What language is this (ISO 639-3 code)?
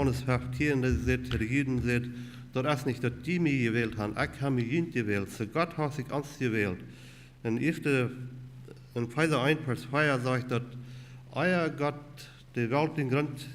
pdt